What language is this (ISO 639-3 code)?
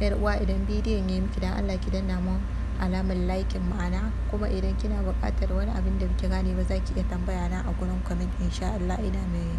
hau